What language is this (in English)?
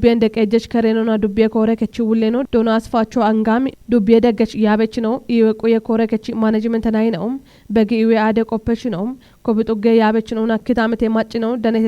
Kafa